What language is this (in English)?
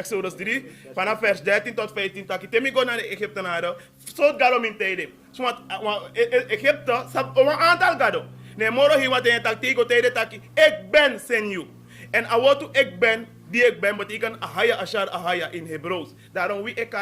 Sranan Tongo